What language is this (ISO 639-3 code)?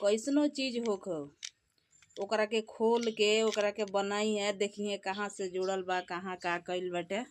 bho